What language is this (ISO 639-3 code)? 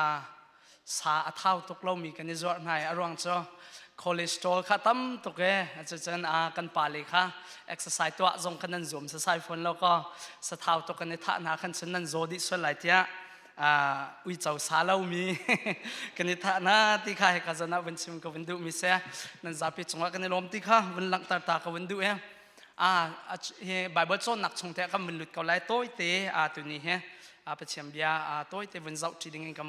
cnh